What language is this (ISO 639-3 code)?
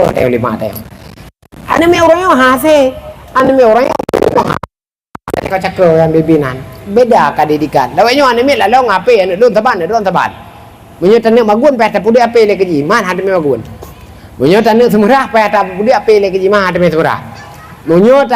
ace